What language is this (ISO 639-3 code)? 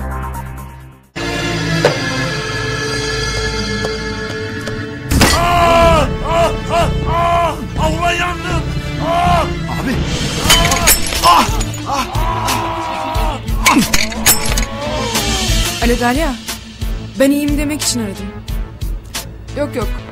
tur